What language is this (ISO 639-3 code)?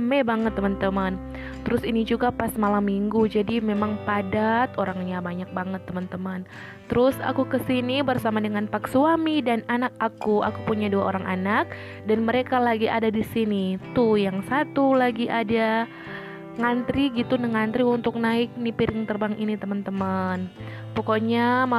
ind